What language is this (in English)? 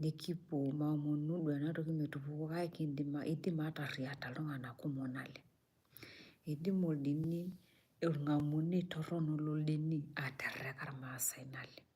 Masai